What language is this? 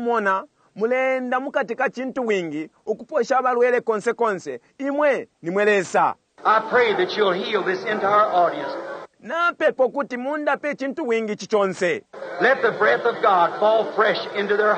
Bemba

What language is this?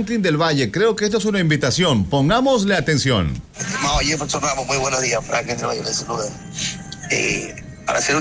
Spanish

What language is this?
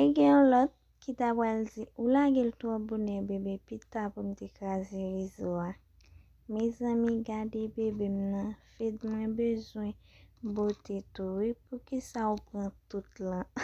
Haitian Creole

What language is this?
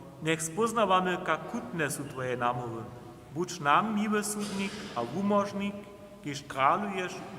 Upper Sorbian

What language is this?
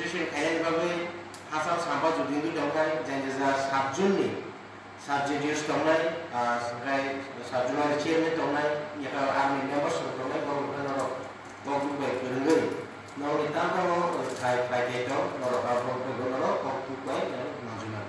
Kok Borok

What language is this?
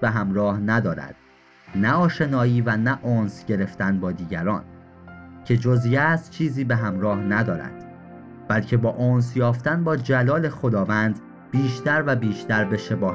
Persian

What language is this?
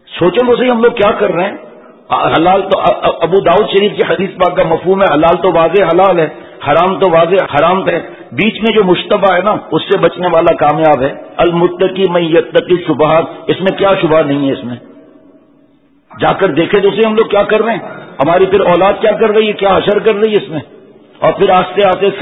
Urdu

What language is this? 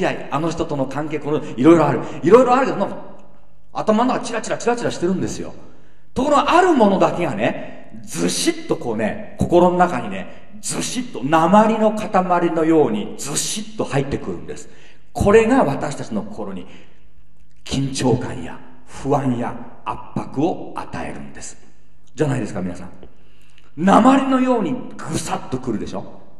Japanese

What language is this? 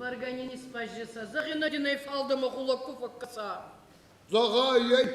Ossetic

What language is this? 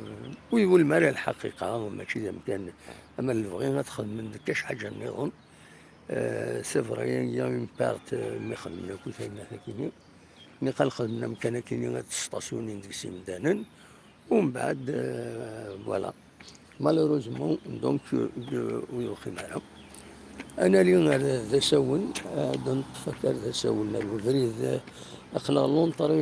Kabyle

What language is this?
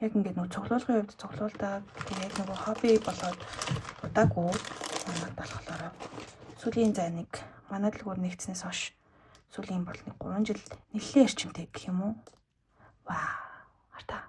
Mongolian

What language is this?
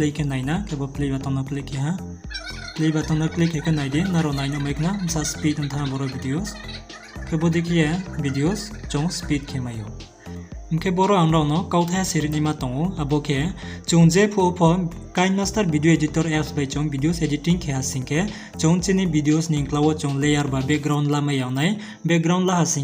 Riang (India)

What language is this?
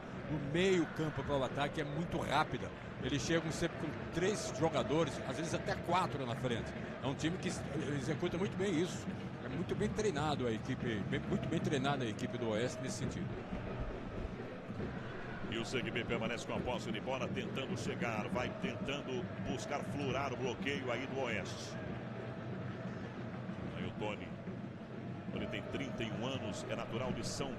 Portuguese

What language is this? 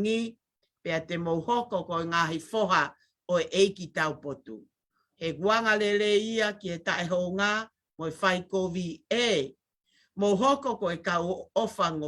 Tongan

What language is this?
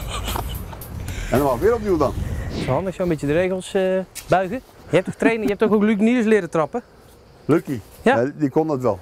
Dutch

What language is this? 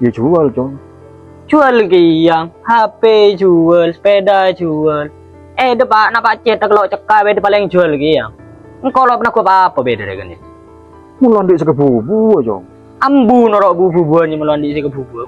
Madurese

